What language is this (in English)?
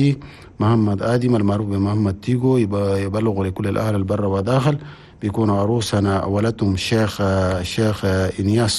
Chadian Arabic